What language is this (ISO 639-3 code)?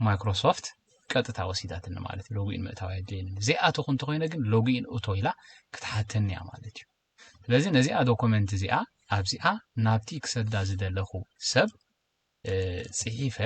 tir